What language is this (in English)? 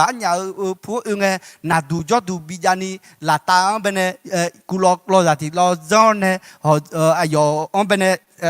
Akha